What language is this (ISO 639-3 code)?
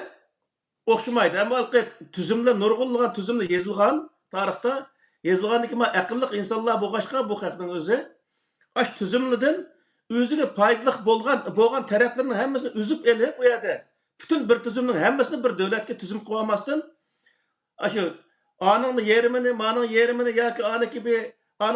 uig